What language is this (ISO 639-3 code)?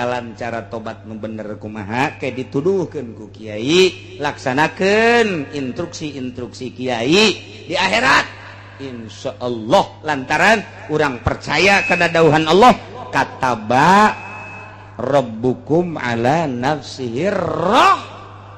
sun